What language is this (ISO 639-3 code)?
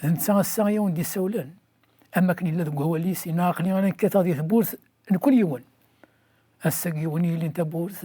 kab